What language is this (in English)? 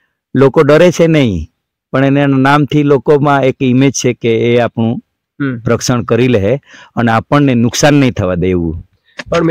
Gujarati